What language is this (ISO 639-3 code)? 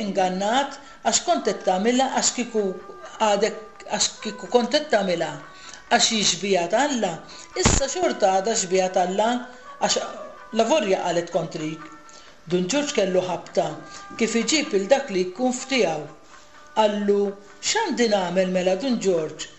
mlt